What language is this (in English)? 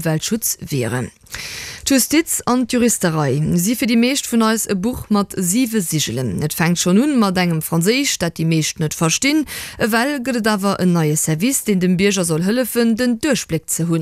Luxembourgish